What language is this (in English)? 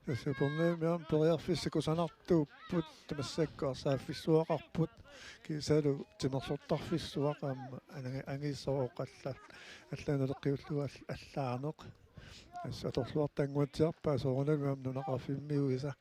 Kalaallisut